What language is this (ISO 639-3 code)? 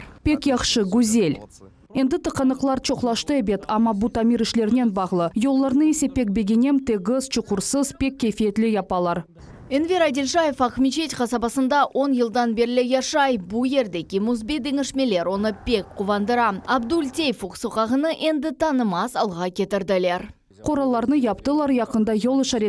crh